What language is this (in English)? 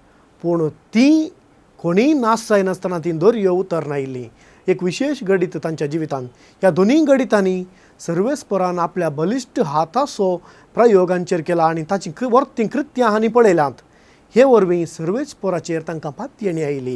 Konkani